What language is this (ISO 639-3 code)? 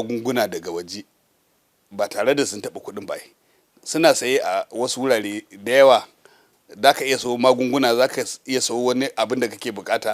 hau